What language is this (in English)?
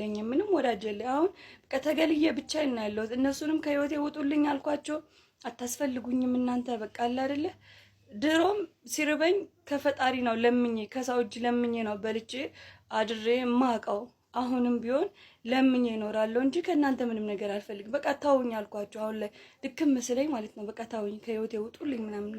Amharic